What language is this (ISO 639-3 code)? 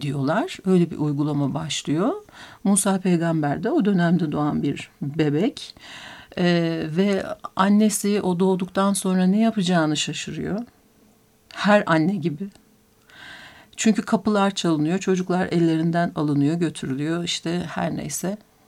tur